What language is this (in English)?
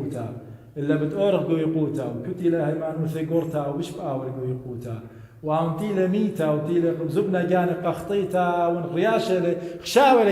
Assyrian Neo-Aramaic